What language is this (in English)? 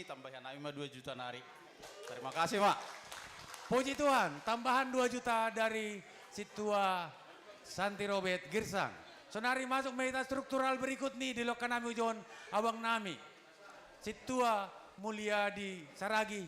Batak Simalungun